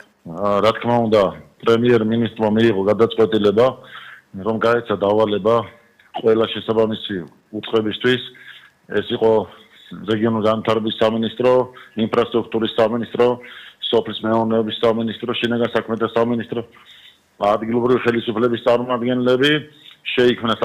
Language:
Georgian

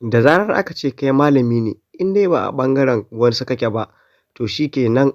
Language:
Hausa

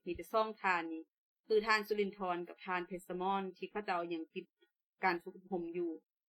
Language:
Lao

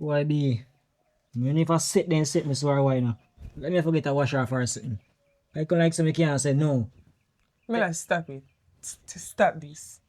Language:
Jamaican Creole English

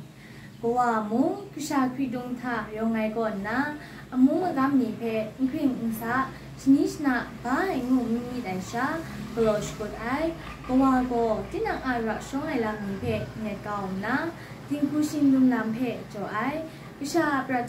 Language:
Kachin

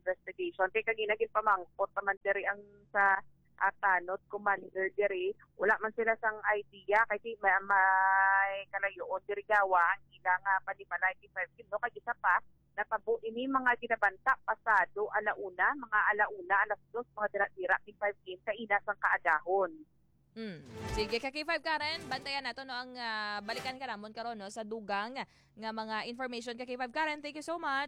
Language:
Hiligaynon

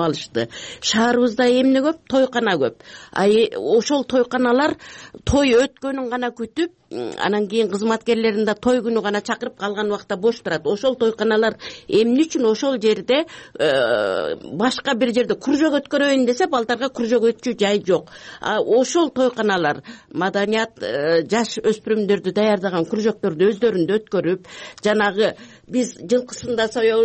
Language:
Kyrgyz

